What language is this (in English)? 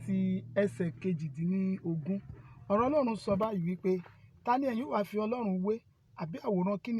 Yoruba